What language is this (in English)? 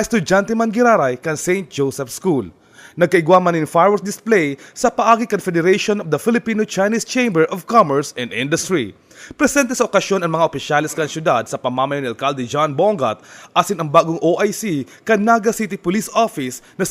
Bikol